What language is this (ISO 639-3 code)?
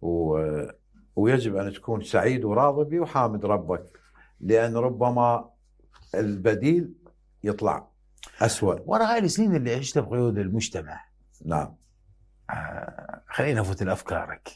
acm